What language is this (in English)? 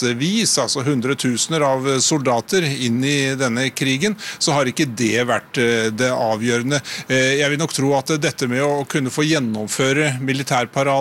Norwegian